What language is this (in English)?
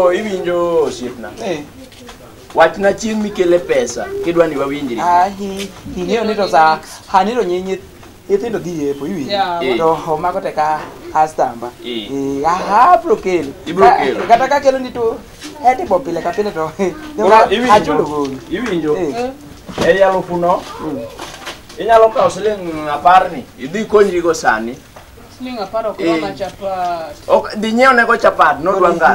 Luo (Kenya and Tanzania)